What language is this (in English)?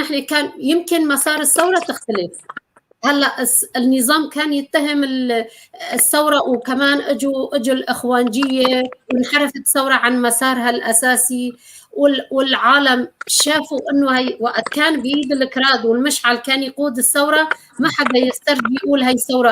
North Levantine Arabic